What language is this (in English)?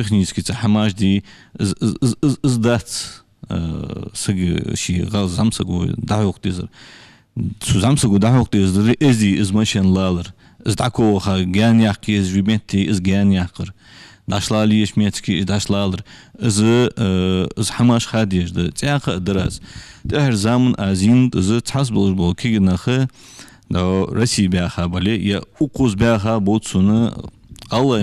Ingush